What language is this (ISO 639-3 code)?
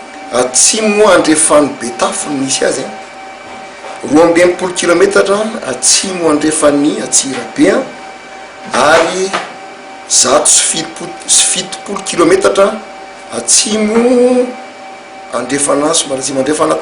mlg